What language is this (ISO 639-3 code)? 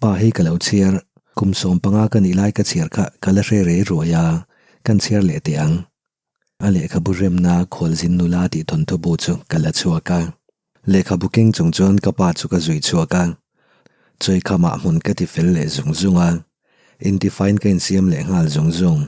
lus